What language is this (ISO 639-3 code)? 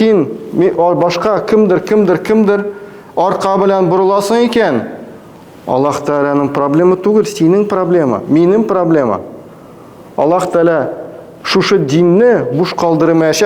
tat